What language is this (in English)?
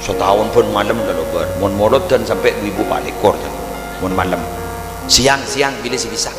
Madurese